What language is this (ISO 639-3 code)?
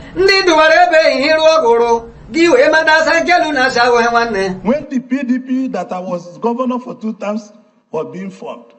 ibo